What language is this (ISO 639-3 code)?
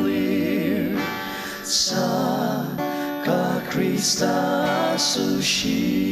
njo